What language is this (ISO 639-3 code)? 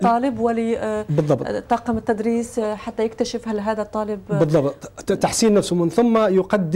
ara